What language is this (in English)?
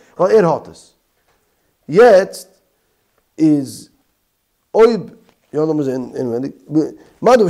Yiddish